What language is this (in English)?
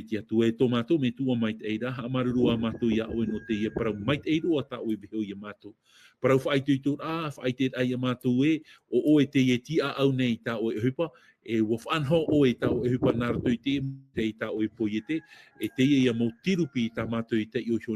Tahitian